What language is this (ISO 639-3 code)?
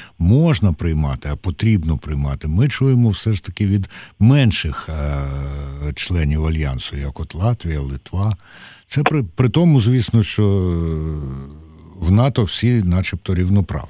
ukr